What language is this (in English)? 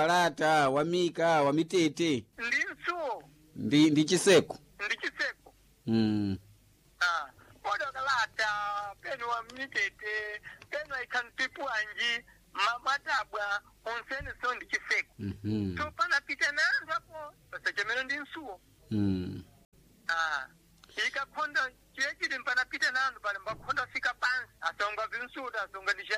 Sena